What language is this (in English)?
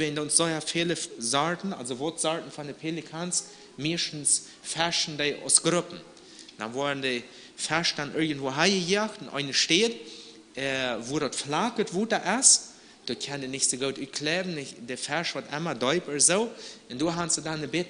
Plautdietsch